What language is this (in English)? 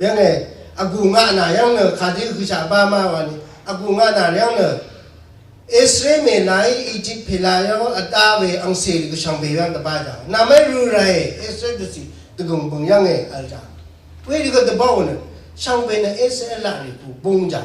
Rawang